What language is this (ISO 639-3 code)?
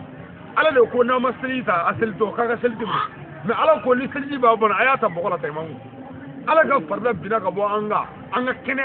bam